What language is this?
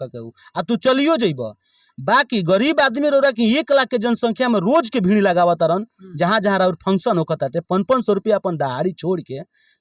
Bhojpuri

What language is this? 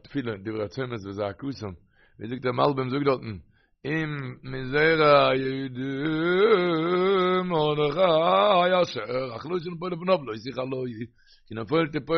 Yiddish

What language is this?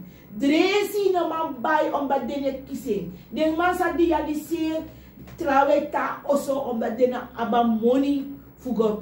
Sranan Tongo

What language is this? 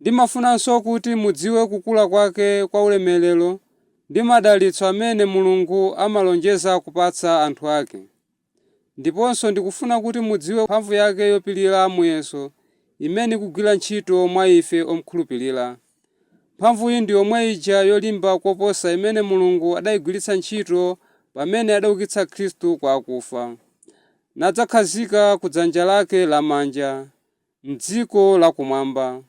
Nyanja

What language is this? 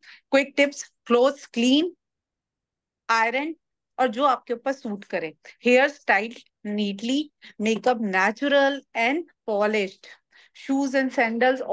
Hindi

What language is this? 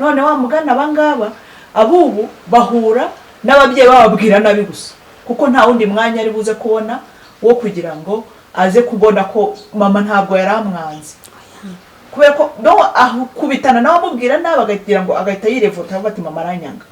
Kinyarwanda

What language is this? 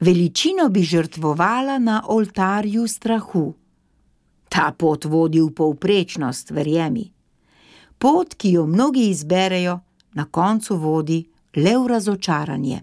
Slovenian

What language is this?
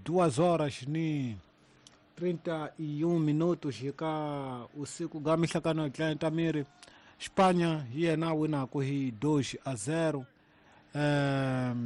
Tsonga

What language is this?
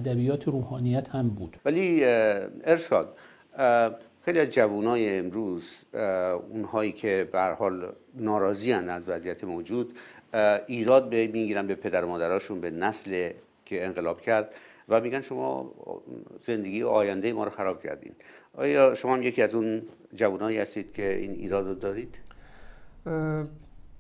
Persian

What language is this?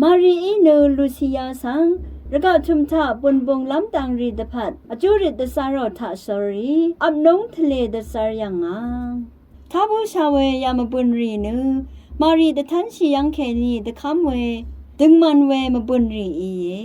Rawang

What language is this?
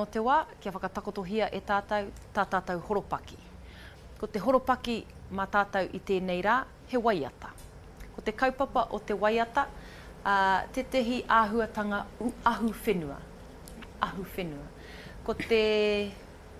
Māori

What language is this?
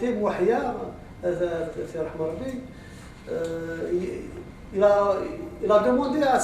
Kabyle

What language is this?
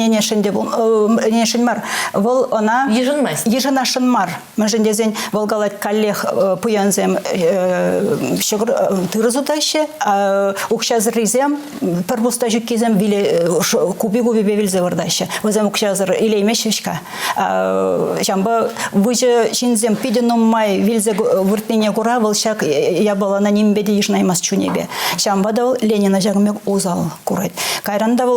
Chuvash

